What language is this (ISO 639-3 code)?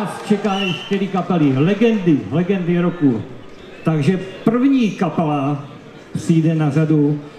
ces